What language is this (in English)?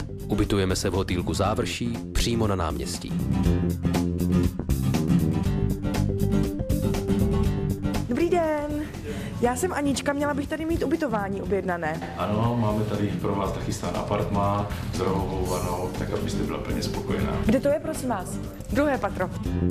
Czech